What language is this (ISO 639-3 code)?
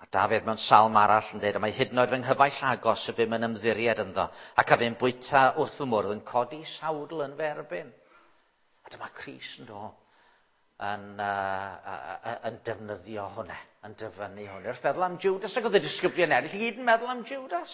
cym